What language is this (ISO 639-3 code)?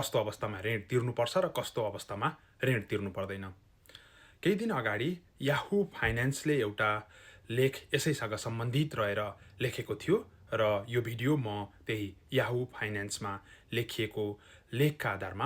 nep